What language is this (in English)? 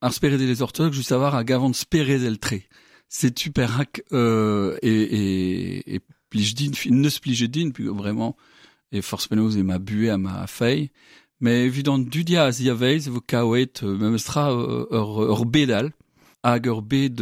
Breton